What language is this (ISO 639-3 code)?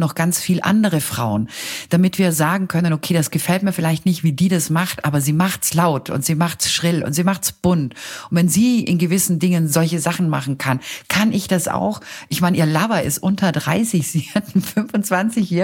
deu